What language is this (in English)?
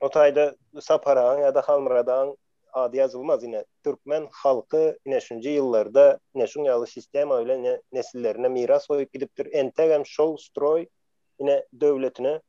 Turkmen